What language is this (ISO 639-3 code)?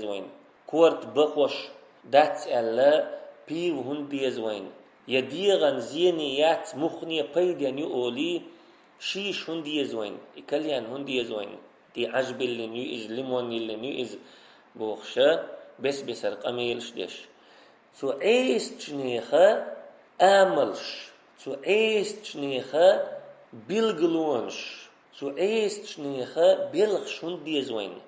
che